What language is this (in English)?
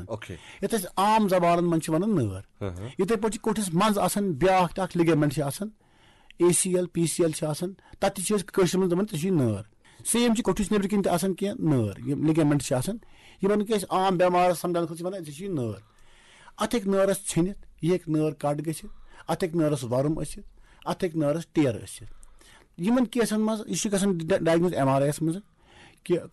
Kashmiri